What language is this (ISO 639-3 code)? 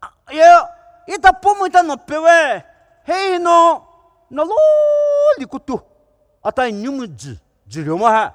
pmx